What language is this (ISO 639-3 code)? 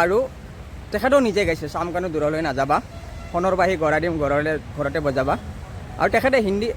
asm